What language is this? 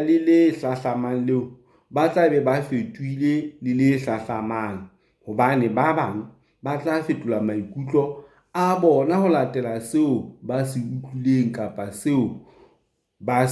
Southern Sotho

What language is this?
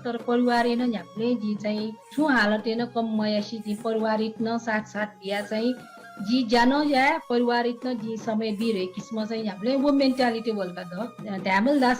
Newari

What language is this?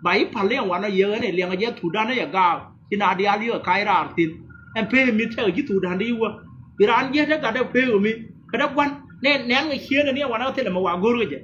Nuer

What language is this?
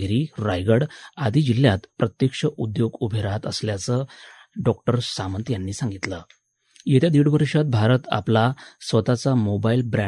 Marathi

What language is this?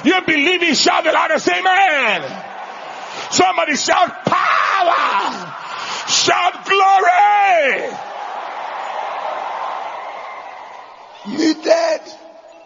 English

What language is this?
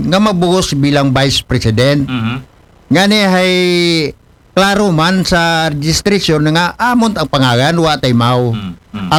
Aklanon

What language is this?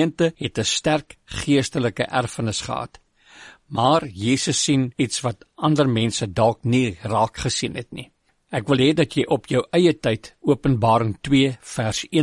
Afrikaans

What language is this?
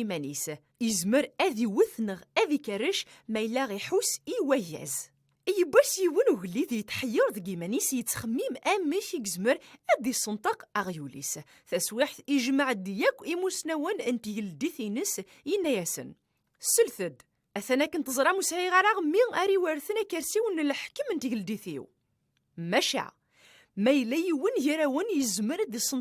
Kabyle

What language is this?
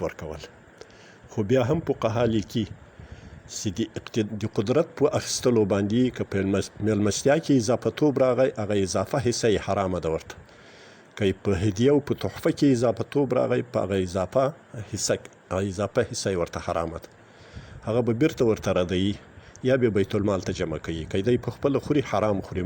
Pashto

